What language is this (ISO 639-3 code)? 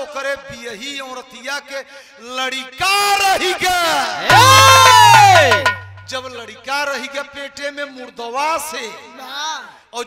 bho